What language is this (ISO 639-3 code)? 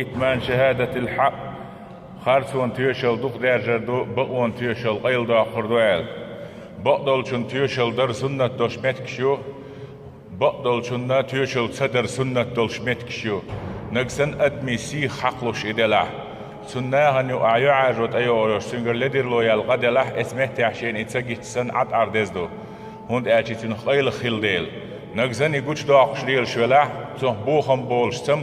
che